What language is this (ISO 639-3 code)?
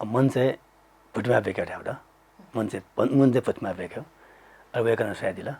new